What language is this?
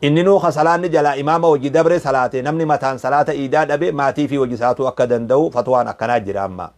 Oromo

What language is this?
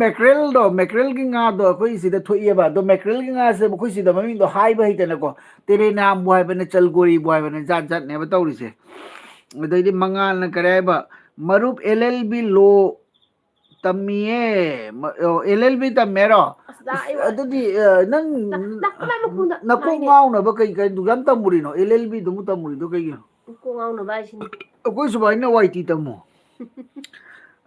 Manipuri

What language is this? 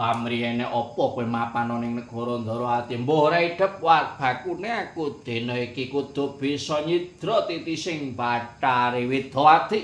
Javanese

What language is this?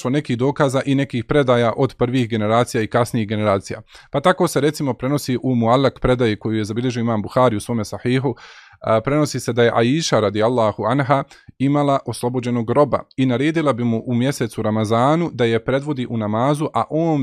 Bosnian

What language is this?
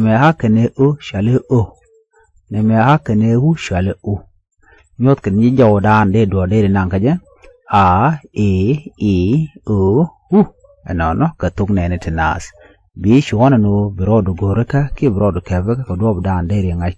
Nuer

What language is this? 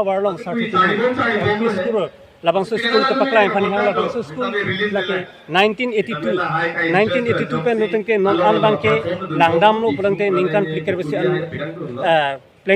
Karbi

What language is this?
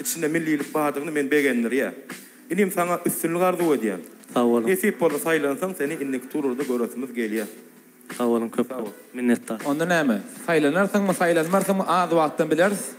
Turkmen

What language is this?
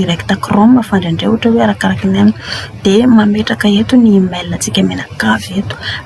Malagasy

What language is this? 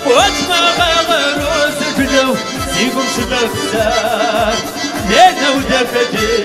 Kabardian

